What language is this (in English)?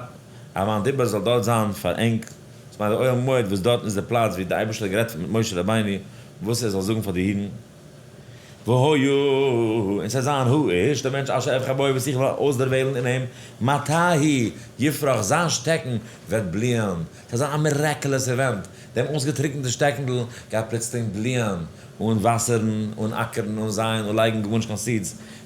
Yiddish